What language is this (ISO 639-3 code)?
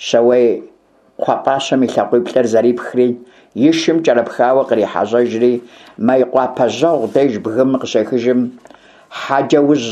kbd